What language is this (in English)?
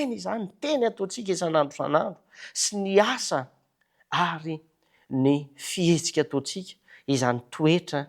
Malagasy